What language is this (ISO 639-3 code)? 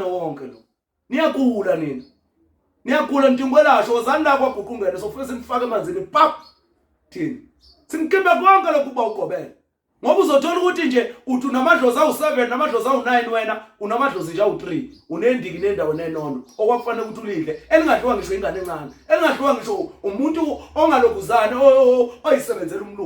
zul